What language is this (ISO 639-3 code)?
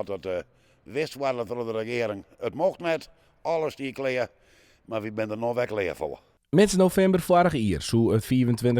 fry